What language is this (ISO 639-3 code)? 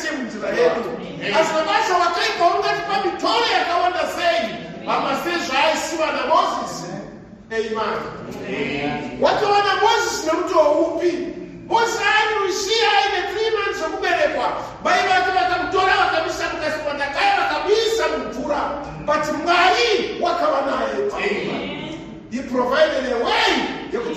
sna